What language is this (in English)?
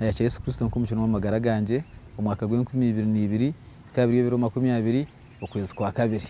Nyankole